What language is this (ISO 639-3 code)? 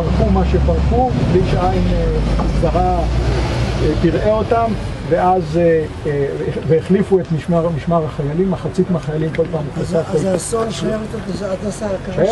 heb